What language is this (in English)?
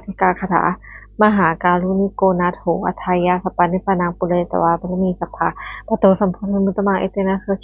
Pali